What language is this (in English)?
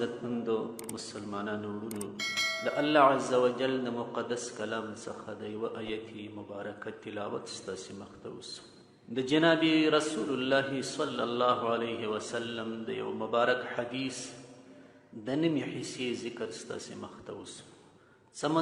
Pashto